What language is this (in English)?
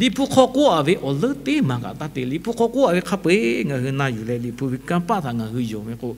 Lahu